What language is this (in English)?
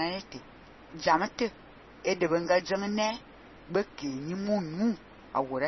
Fang